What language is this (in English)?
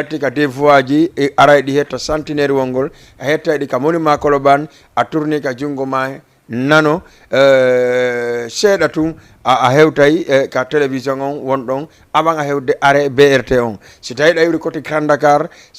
Fula